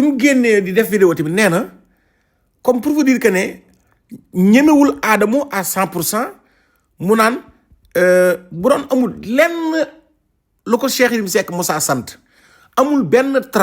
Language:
Wolof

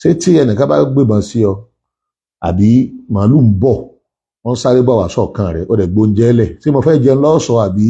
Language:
Yoruba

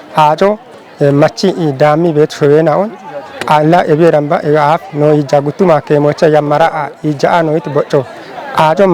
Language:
Kafa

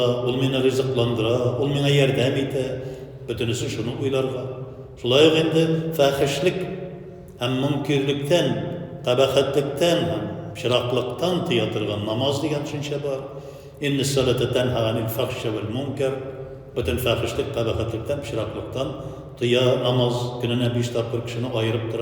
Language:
Tatar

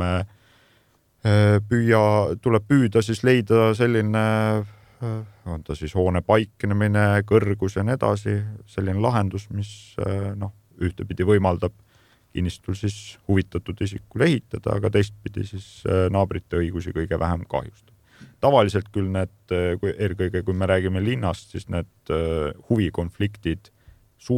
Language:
Estonian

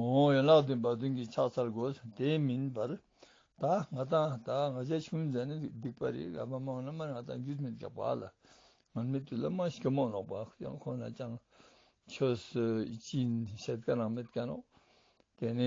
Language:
Tibetan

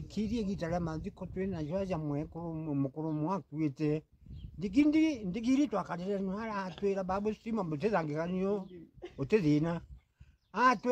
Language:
Meru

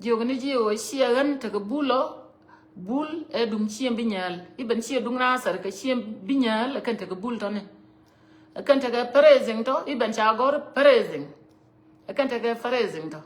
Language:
Nuer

